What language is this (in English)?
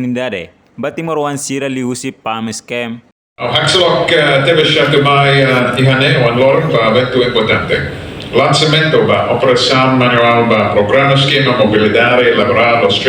Tetum